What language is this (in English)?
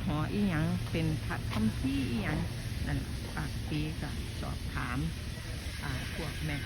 Northeastern Thai